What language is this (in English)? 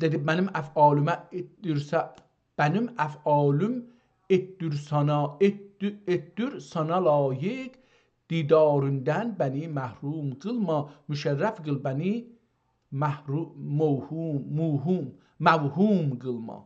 South Azerbaijani